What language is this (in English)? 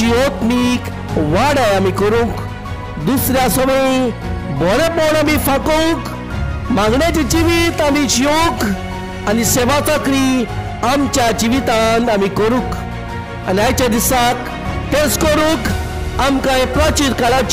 Konkani